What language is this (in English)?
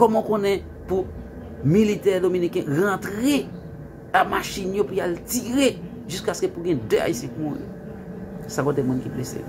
Haitian Creole